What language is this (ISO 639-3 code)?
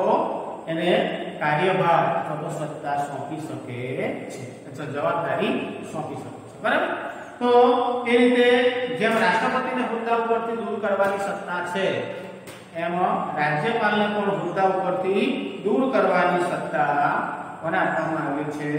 guj